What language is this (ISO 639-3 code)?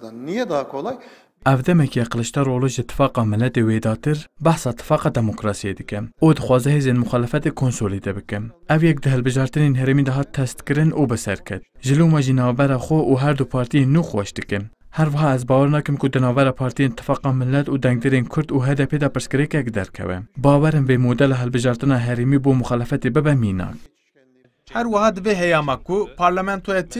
kur